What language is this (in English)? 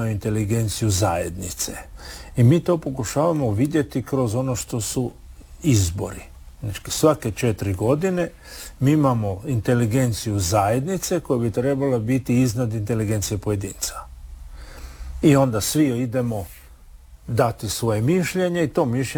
Croatian